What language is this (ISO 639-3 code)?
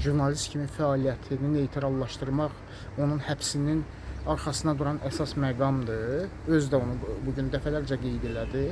aze